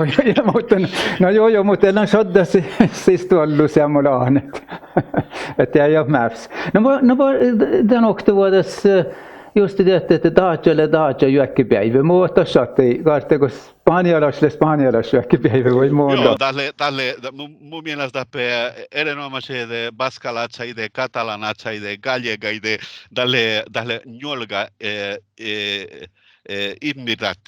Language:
Northern Sami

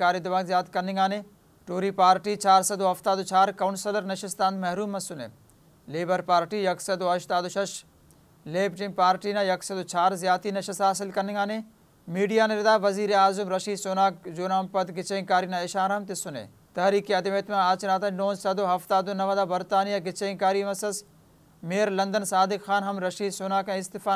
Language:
Brahui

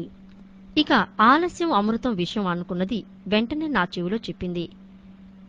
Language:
Telugu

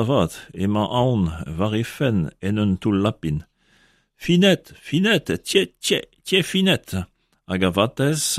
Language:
Breton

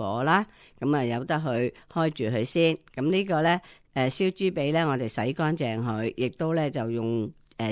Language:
Cantonese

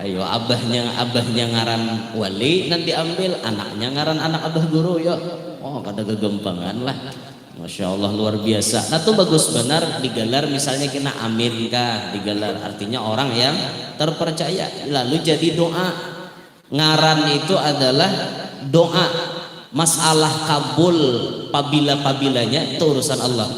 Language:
Banjar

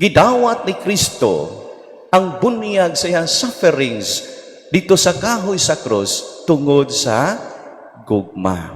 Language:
Cebuano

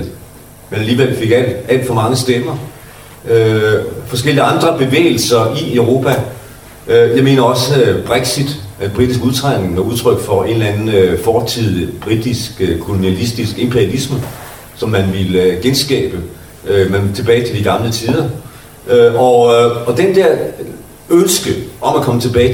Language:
Danish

